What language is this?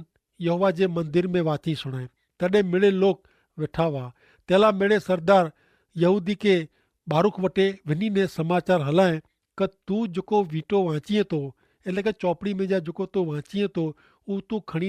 Kachhi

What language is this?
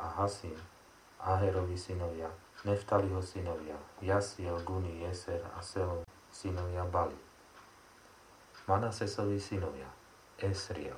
Slovak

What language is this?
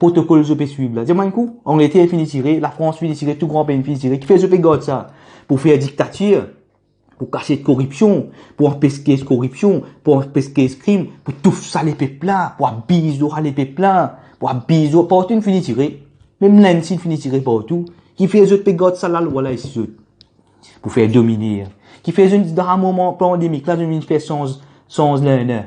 Morisyen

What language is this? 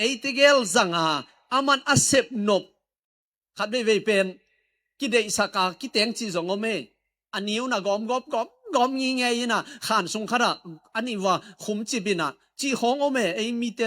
Tedim Chin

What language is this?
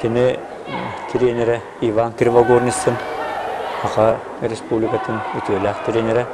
Yakut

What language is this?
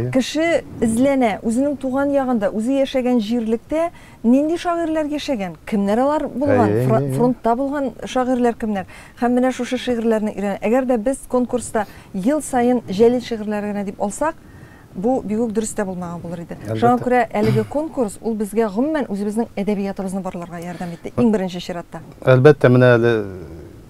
Tatar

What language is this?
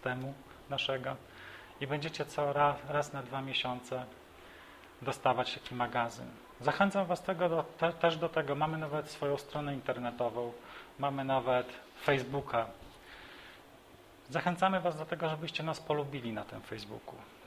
Polish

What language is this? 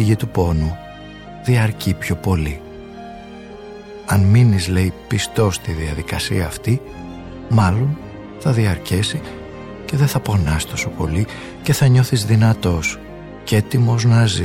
Greek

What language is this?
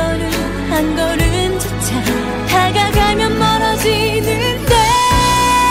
Korean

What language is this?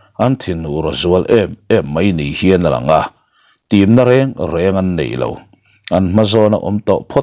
Mizo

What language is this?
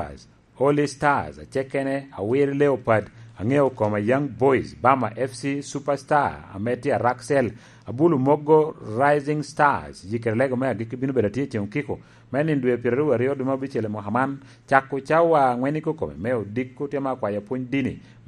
Lango (Uganda)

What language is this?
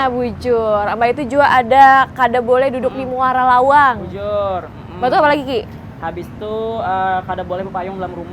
Banjar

